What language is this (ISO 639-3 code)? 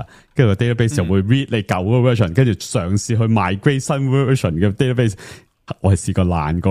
yue